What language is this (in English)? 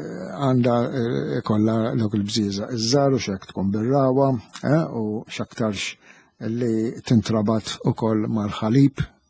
Maltese